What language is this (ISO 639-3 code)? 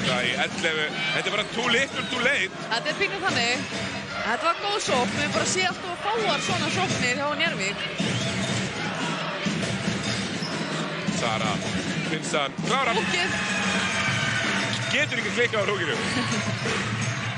isl